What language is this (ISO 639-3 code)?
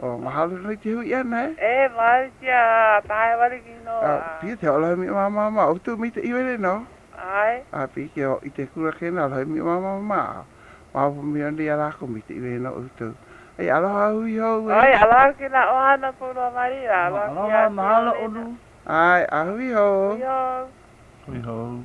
haw